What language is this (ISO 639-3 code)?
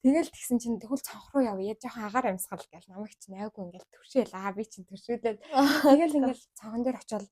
mon